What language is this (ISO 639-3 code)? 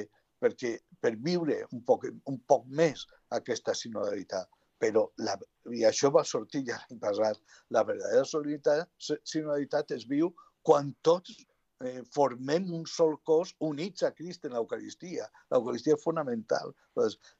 cat